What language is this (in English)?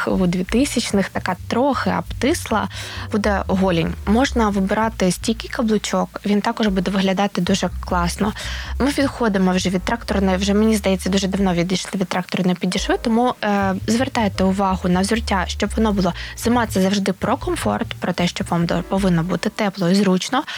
Ukrainian